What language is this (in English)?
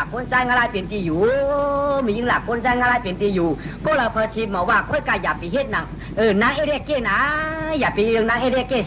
Shan